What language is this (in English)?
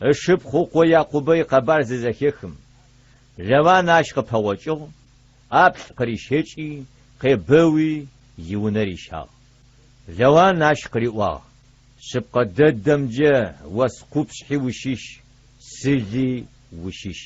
Adyghe